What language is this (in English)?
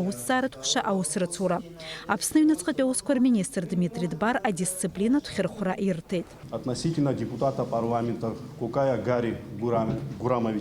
Abkhazian